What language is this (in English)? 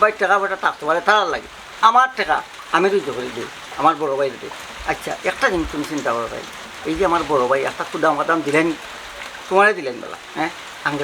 Sylheti